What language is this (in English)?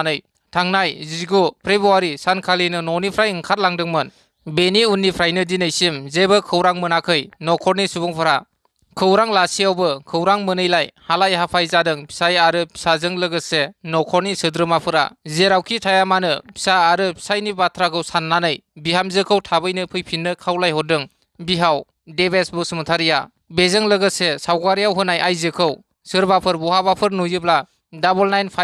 Bodo